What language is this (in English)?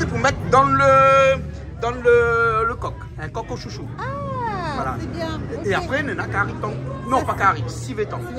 Réunion Creole French